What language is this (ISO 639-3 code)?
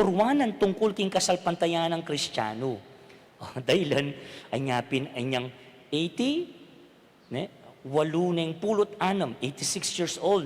pam